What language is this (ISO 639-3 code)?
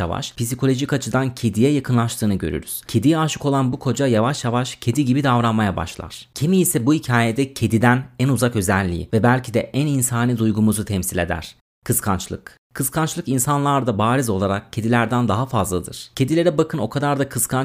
tur